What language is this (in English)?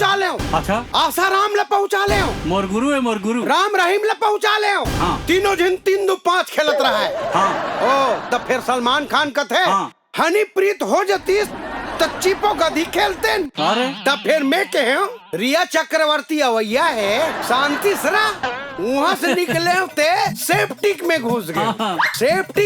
Chhattisgarhi